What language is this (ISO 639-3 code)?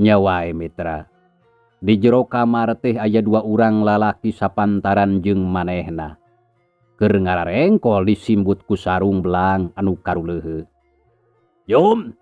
sun